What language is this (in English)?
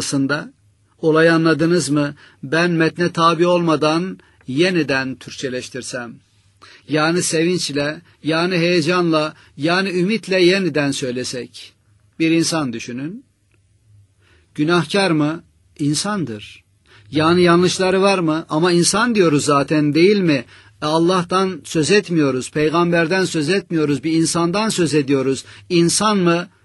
Turkish